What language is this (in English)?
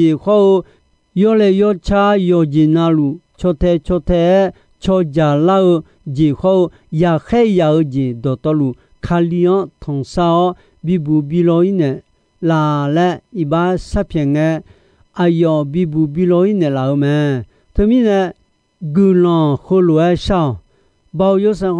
Akha